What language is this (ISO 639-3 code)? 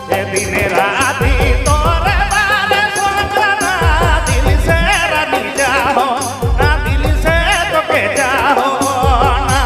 sck